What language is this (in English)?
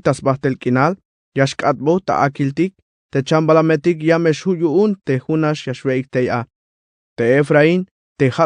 Tzeltal